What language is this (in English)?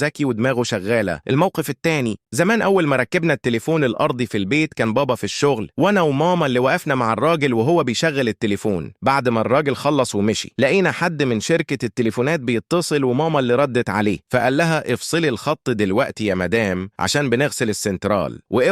Egyptian Arabic